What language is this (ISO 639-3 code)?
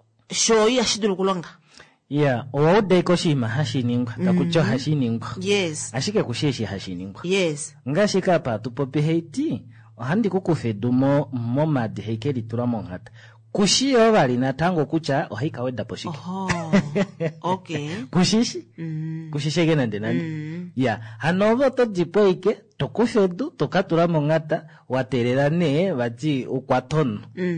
kua